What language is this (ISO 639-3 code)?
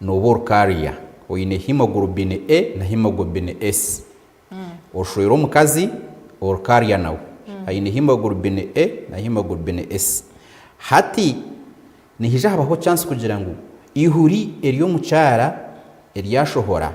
nyn